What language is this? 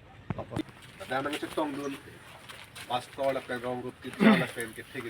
Karbi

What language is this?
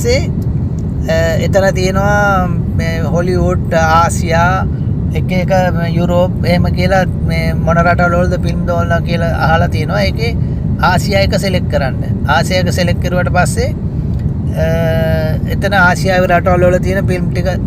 Sinhala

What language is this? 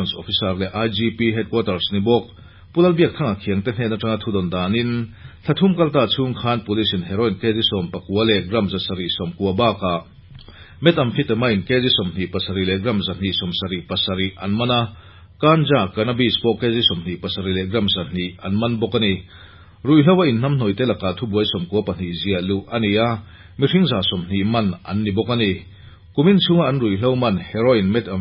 Mizo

